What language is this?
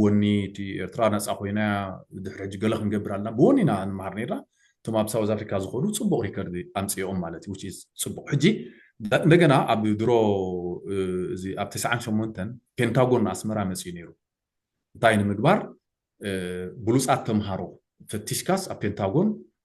Tigrinya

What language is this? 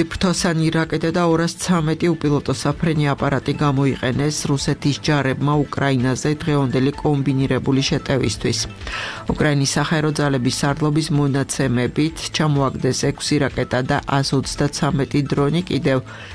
Georgian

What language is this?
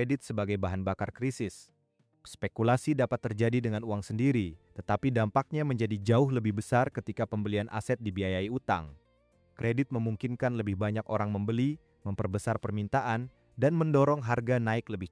Indonesian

